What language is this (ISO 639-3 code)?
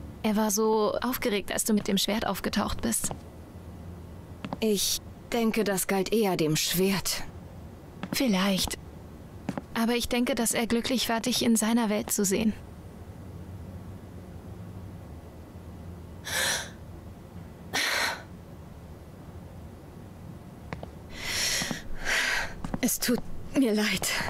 deu